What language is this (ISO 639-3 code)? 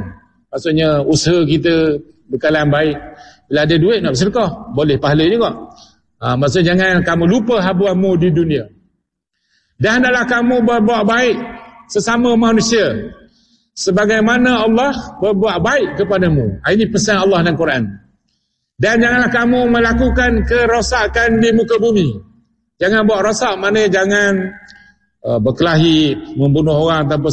msa